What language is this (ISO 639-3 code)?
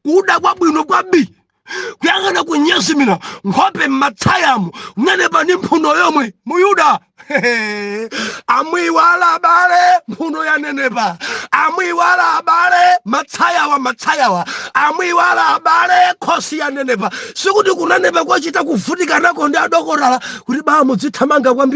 nya